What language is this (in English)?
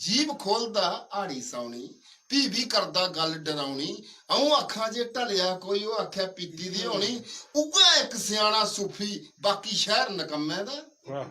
Dogri